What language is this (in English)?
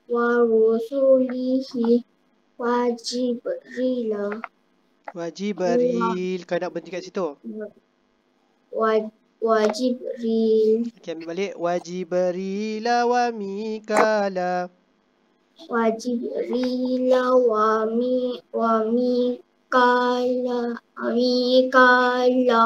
Malay